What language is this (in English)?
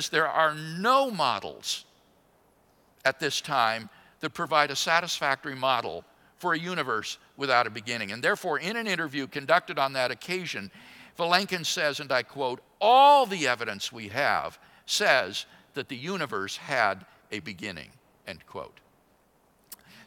English